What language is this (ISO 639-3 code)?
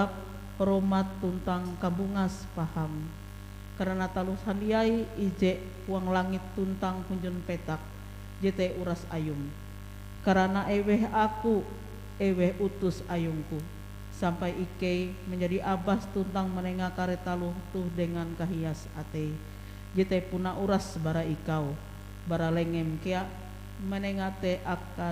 nij